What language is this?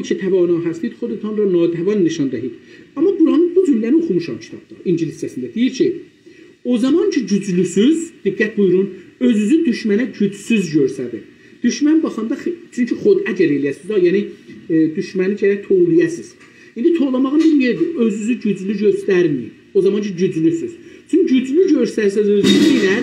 South Azerbaijani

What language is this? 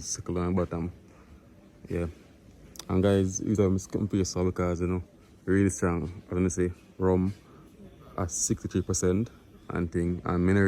Jamaican Creole English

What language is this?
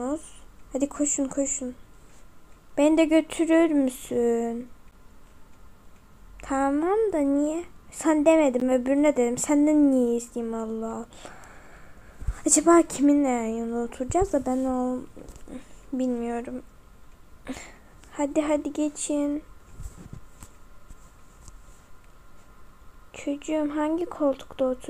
Turkish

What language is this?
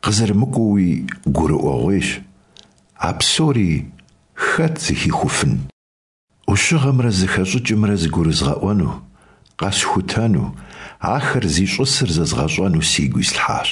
Kabardian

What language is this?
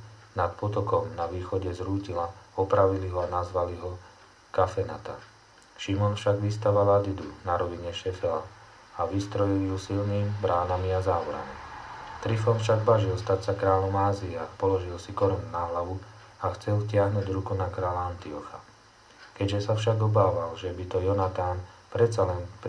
Slovak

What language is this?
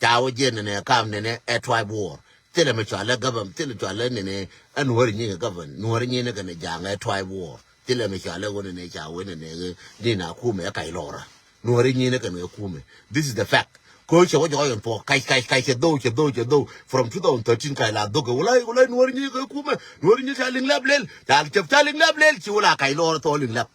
Nuer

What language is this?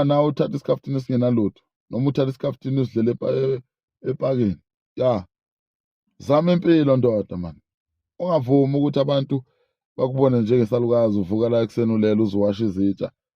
Zulu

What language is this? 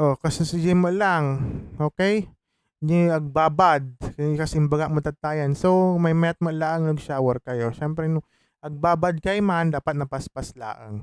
Iloko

